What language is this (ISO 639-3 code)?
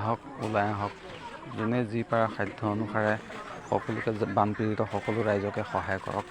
asm